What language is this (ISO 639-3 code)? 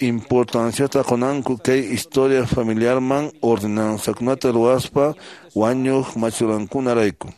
que